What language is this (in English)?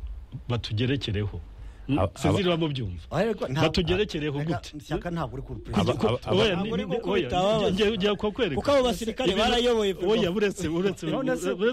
Kinyarwanda